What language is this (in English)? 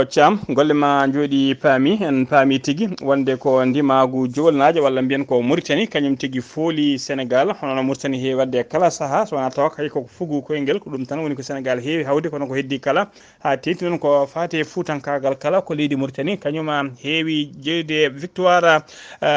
Fula